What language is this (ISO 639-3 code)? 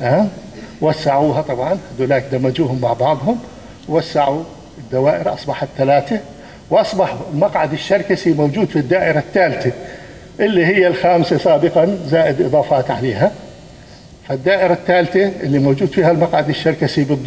apc